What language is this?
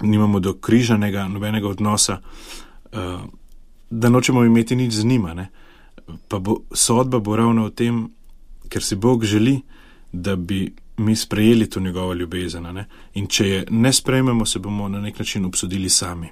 Slovenian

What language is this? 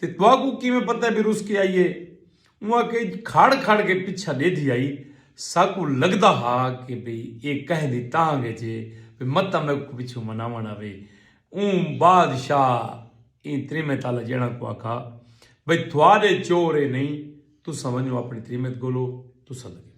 Saraiki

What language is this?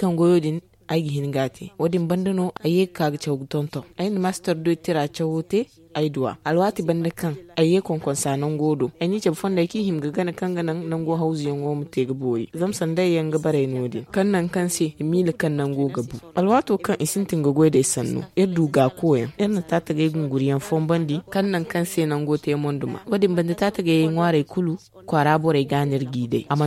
Zarma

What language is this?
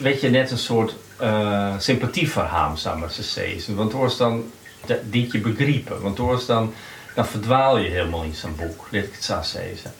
Western Frisian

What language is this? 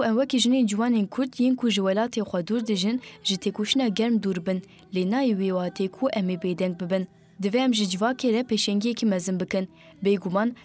Kurdish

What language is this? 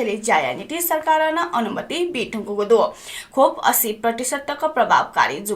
Newari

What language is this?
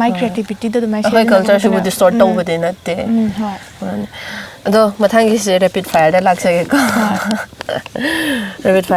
Manipuri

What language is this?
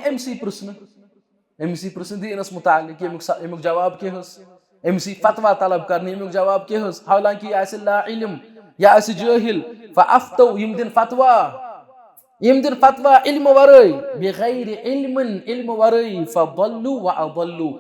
Kashmiri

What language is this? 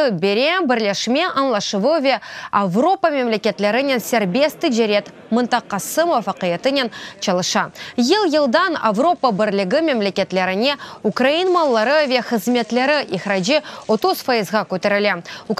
Crimean Tatar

